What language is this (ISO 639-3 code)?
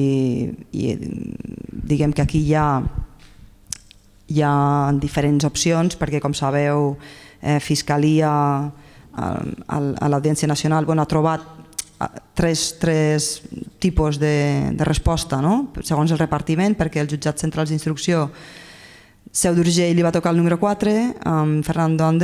cat